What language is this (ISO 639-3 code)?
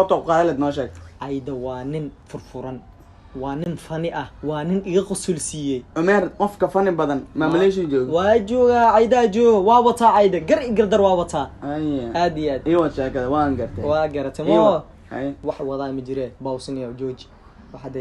som